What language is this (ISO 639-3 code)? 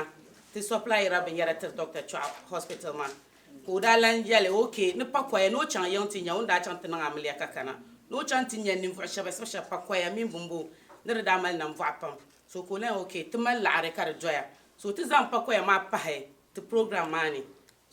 dag